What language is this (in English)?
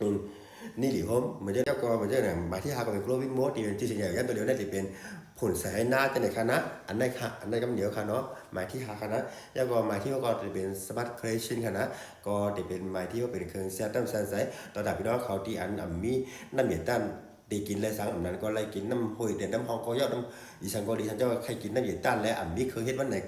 Shan